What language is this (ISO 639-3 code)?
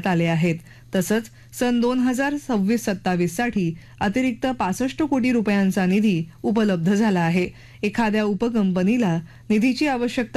mar